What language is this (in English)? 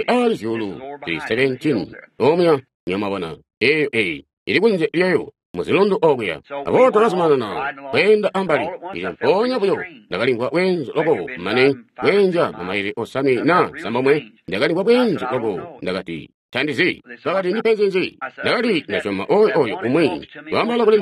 Tonga (Zambia)